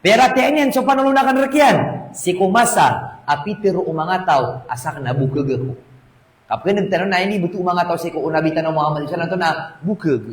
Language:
Maranao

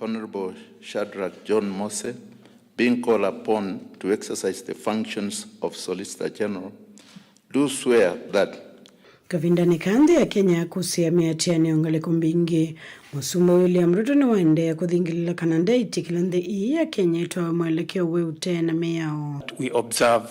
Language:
Kamba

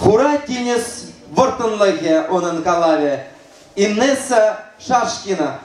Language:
Chuvash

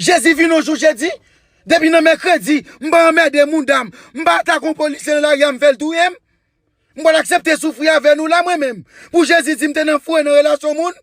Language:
Haitian Creole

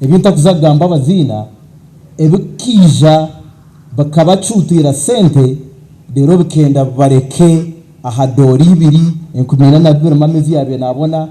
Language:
Nyankole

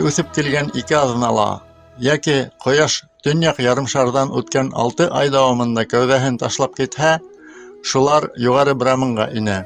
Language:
Bashkir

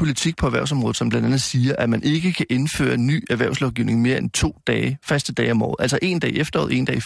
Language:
Danish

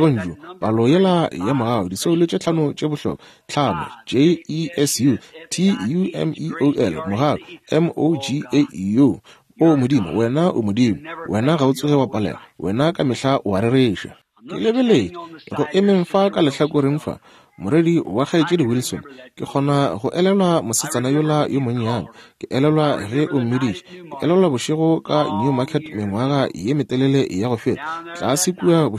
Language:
Northern Sotho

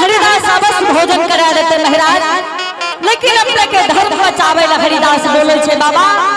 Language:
Angika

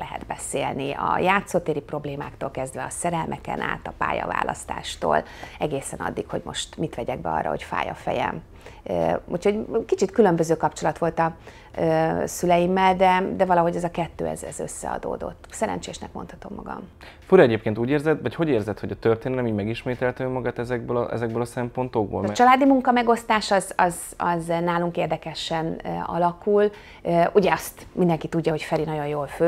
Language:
Hungarian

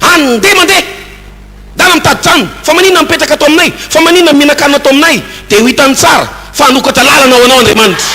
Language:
Malagasy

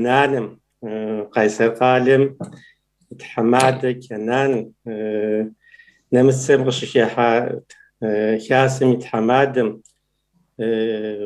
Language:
Kabardian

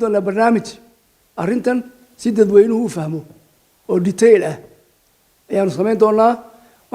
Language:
Somali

